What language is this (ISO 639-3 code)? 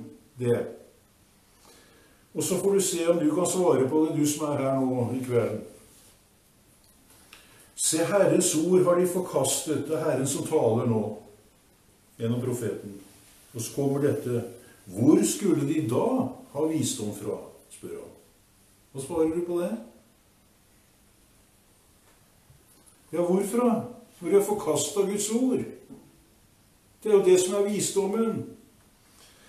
nor